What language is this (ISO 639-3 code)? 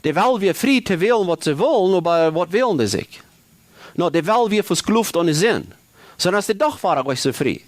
pdt